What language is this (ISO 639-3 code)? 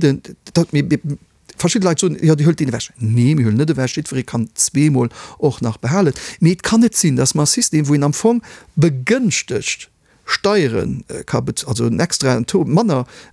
ltz